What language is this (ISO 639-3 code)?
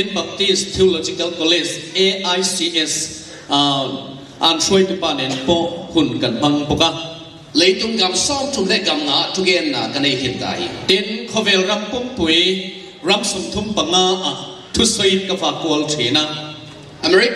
ctd